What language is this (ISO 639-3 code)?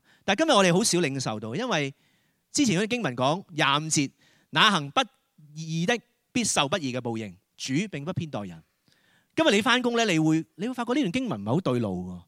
yue